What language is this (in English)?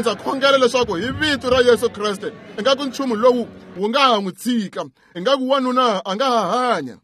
Tsonga